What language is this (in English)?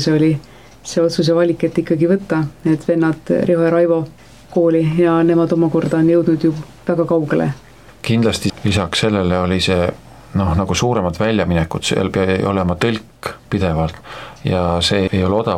Estonian